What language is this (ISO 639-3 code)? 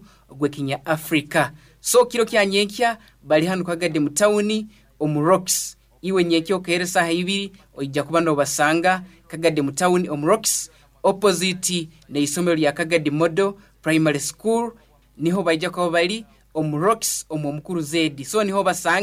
nyo